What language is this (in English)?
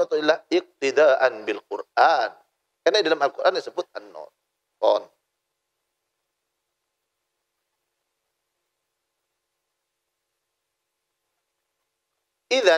Madurese